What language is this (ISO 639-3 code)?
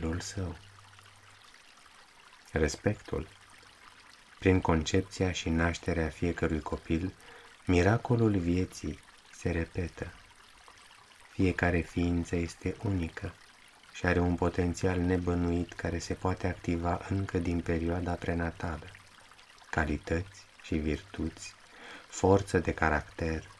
ron